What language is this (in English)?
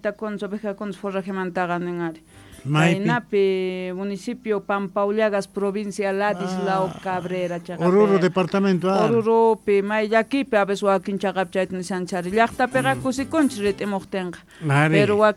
Quechua